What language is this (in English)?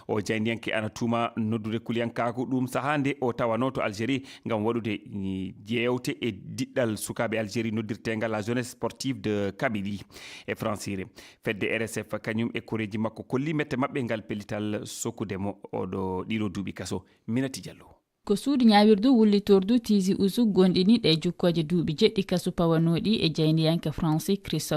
Fula